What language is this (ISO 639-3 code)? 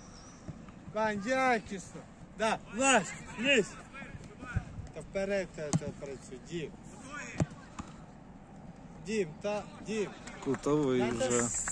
ukr